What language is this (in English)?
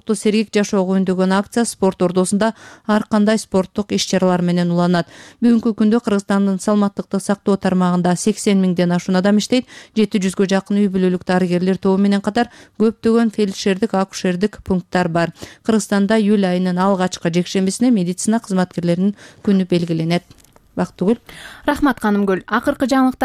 Kyrgyz